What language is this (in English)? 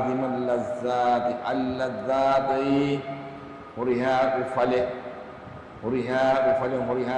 Divehi